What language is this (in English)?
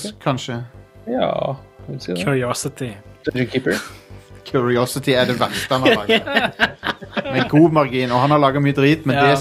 Norwegian